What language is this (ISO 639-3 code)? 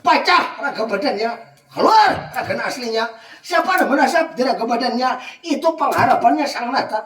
bjn